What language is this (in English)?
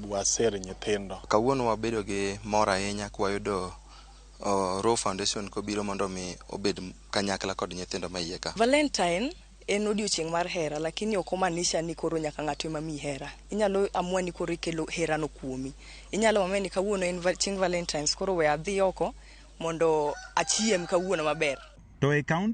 Luo (Kenya and Tanzania)